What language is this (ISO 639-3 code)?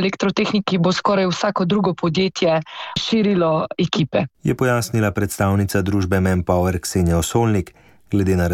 slv